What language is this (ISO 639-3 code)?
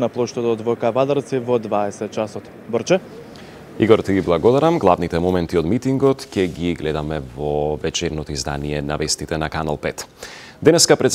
mkd